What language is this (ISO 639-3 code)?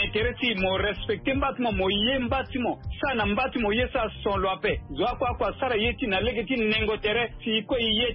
sag